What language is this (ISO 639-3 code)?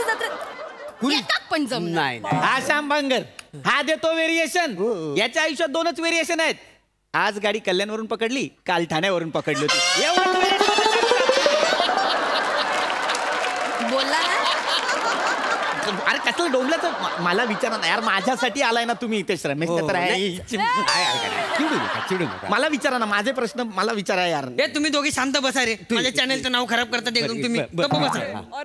mar